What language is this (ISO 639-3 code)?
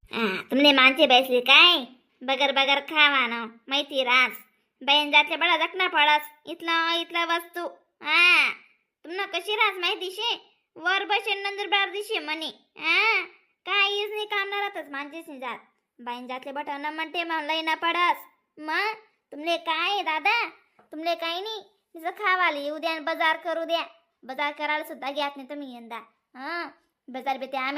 khn